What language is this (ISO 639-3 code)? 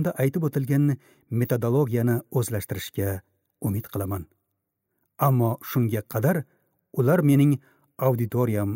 uzb